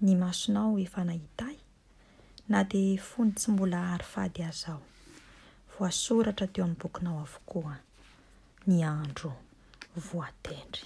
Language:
Malagasy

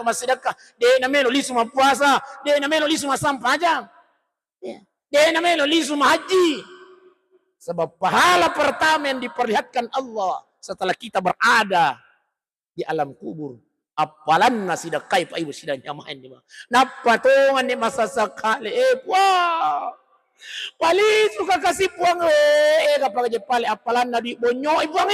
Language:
Buginese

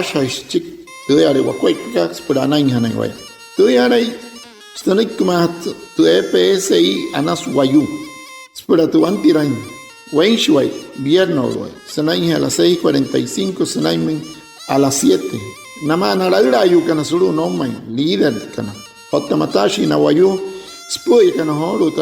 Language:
Wayuu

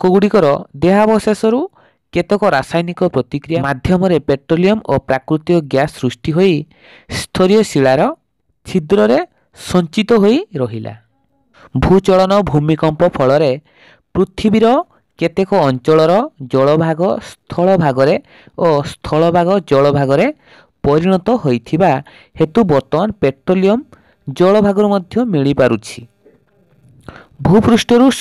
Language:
Odia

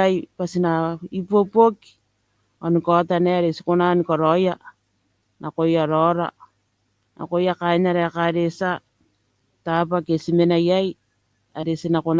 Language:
Gilbertese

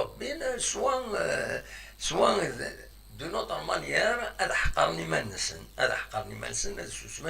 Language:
Kabyle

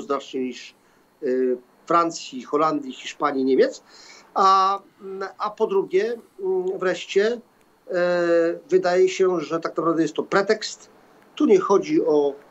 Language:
Polish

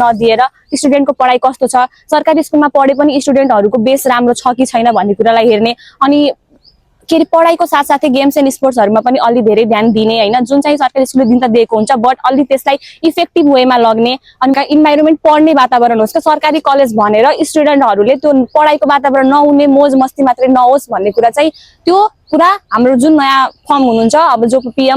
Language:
Nepali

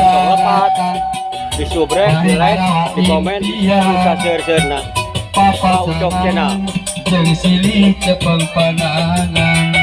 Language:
Sundanese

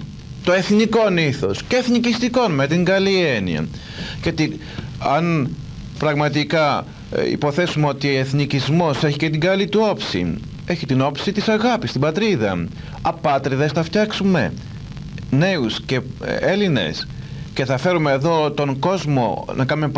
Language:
Greek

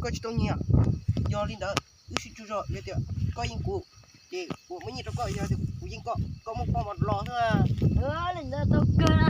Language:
Hmong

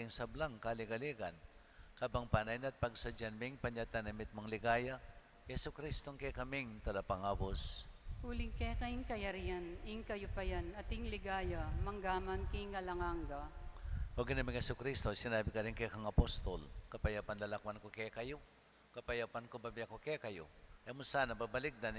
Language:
Pampanga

